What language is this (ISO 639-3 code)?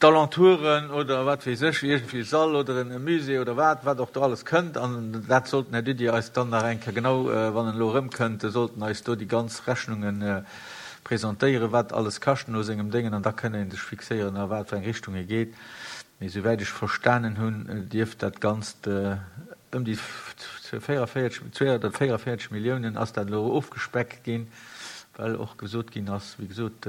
ltz